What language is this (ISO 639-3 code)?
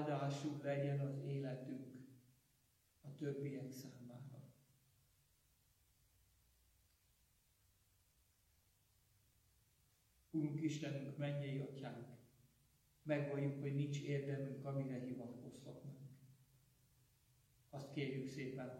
hun